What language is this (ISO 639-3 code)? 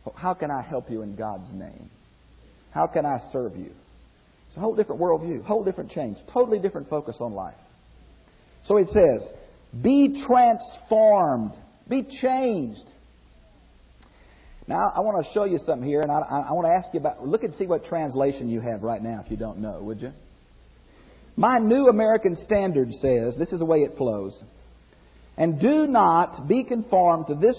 eng